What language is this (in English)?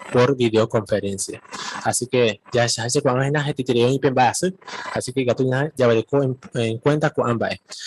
Guarani